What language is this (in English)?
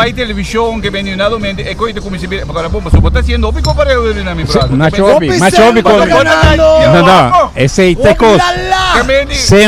Papiamento